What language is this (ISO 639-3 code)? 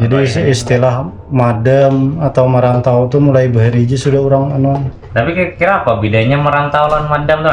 bjn